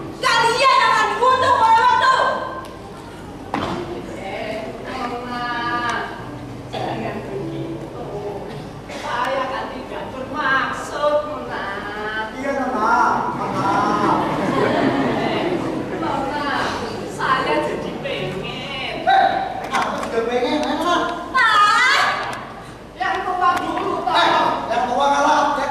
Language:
Indonesian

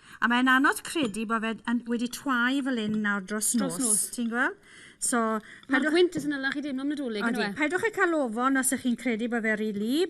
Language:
Welsh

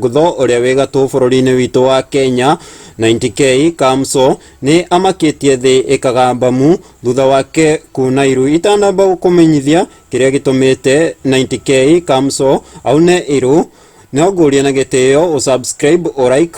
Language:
Kikuyu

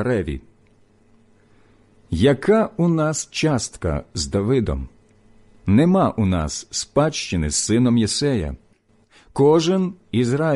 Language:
Ukrainian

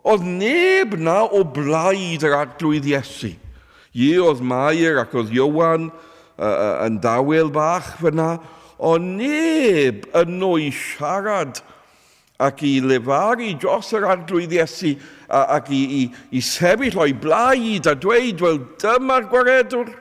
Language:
Welsh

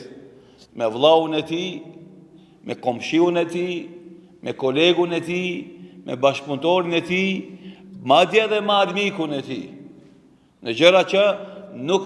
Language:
Albanian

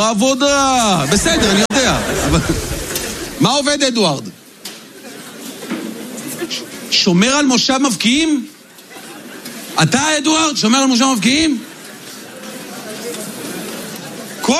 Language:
Hebrew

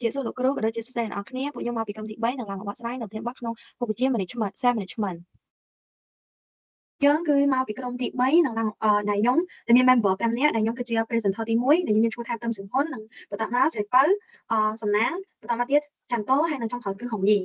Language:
Khmer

